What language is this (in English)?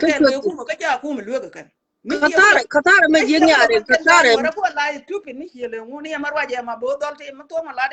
Nuer